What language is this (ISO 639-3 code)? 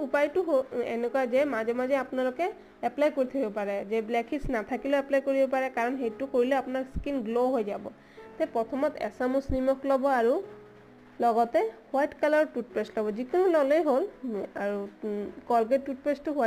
asm